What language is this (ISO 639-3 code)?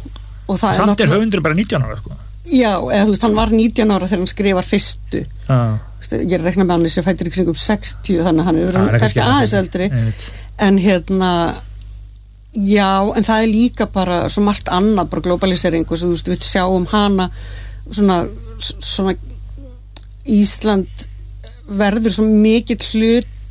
isl